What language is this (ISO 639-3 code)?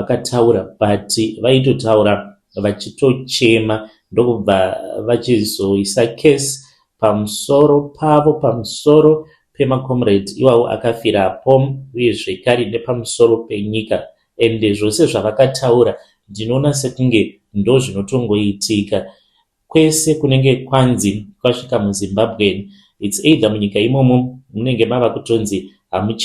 sna